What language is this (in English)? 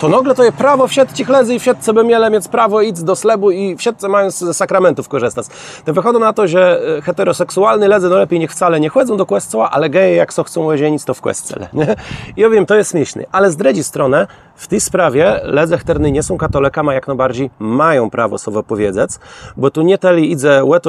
Kashubian